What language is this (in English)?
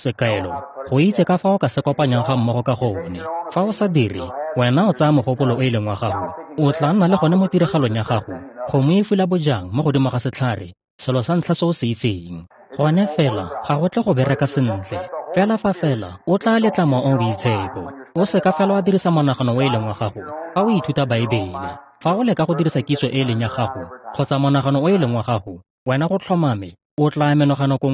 Tswana